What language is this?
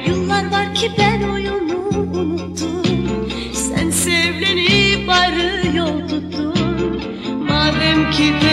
Turkish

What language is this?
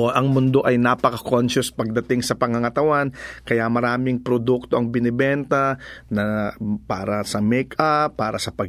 Filipino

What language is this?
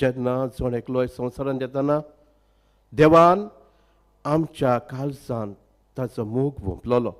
Konkani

